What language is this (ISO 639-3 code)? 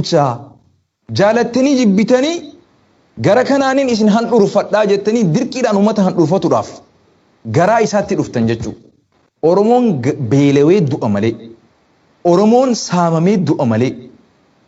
orm